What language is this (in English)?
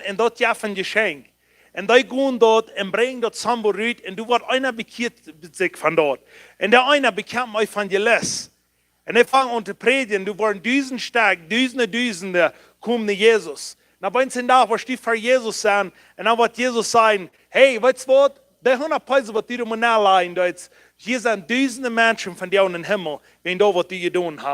Plautdietsch